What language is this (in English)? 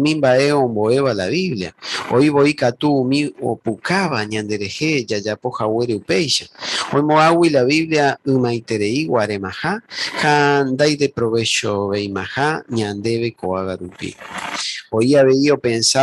Guarani